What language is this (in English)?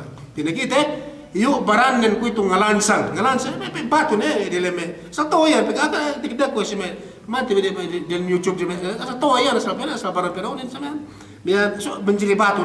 Yakan